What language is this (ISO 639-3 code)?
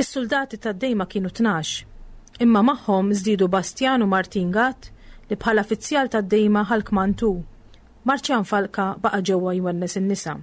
mlt